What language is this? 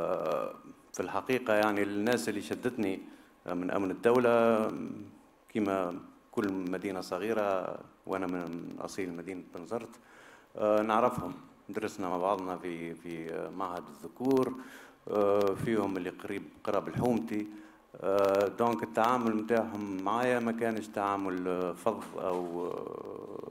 Tunisian Arabic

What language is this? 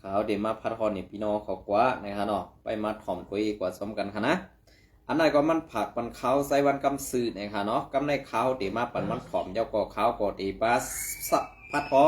Shan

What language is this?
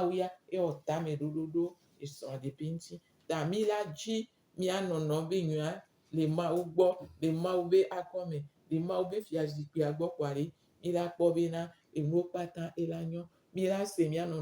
Gen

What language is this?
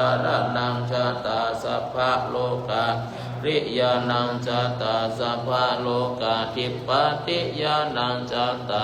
Pali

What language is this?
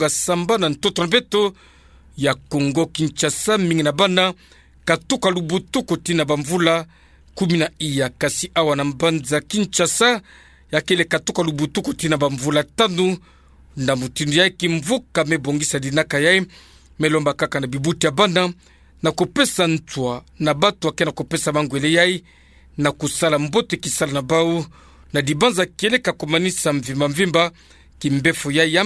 Kituba (Democratic Republic of Congo)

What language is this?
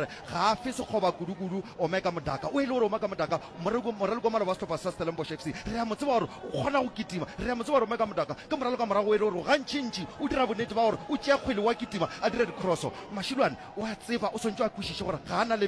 Northern Sotho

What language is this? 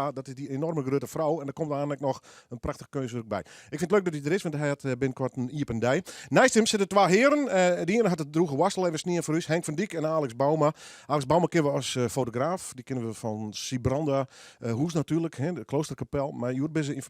Western Frisian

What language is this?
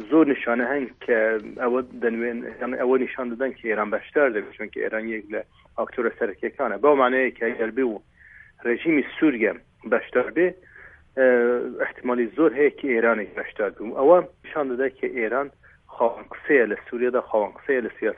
Central Kurdish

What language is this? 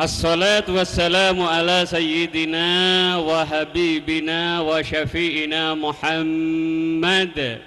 Madurese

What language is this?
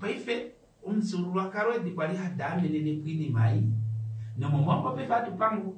Kuanyama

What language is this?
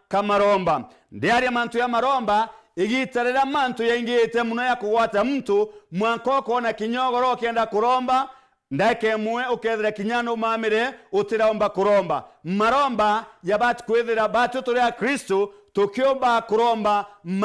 Meru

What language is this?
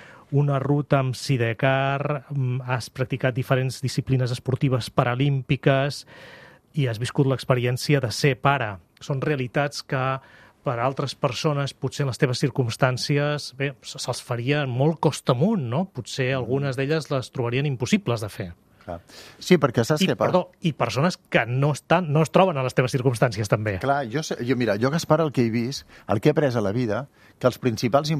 Catalan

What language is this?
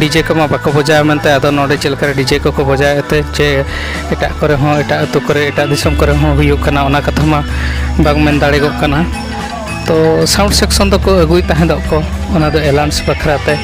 Santali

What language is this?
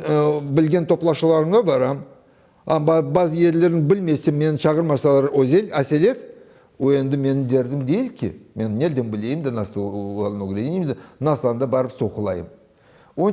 Crimean Tatar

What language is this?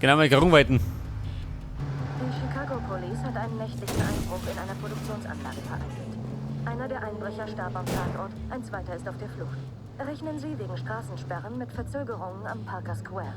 Bavarian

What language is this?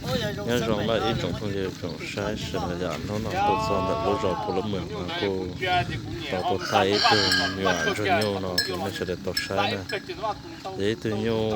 Hmong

